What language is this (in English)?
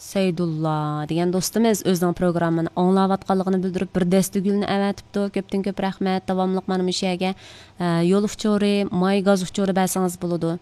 Uyghur